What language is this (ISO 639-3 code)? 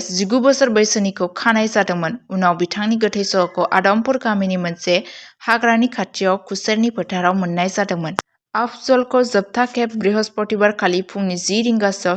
brx